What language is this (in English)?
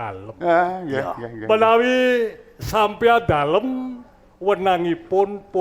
Javanese